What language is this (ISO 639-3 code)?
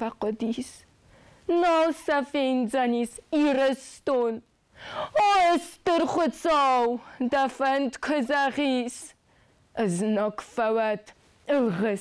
oss